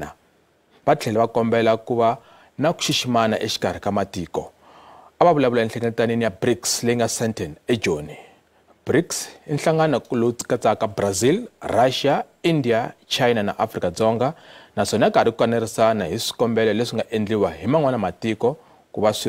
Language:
Tsonga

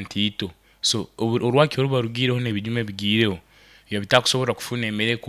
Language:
Nyoro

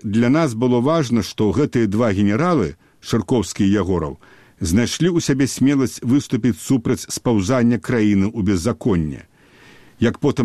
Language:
Belarusian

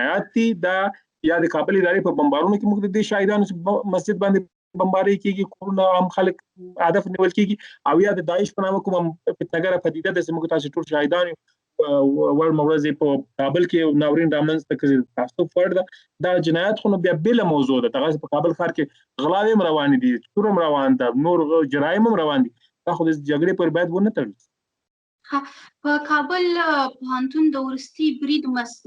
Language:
Pashto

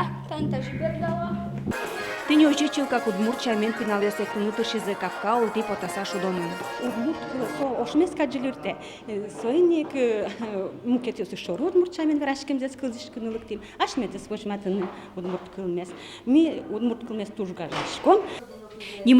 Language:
Udmurt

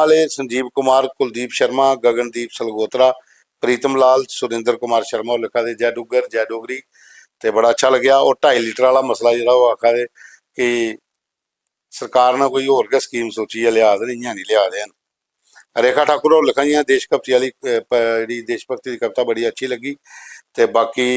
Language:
Dogri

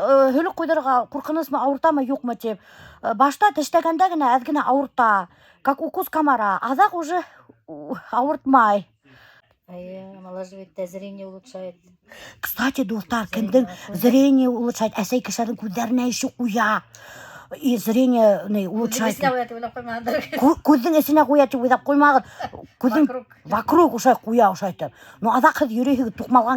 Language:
Bashkir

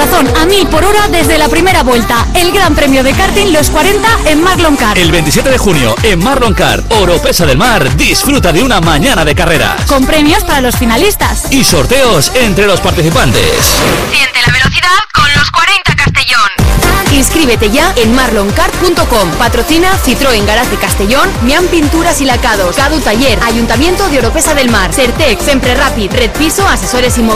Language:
Spanish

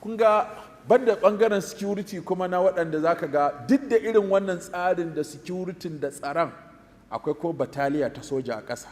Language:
Hausa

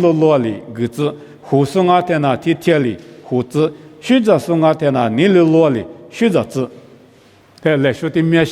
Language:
Lisu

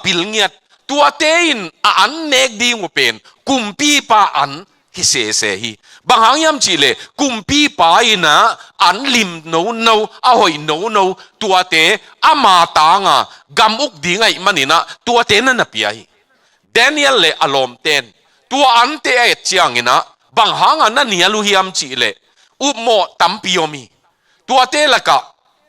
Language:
Tedim Chin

